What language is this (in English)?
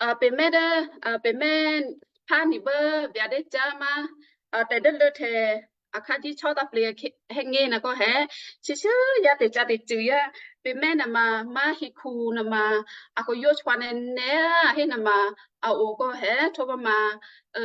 Western Kayah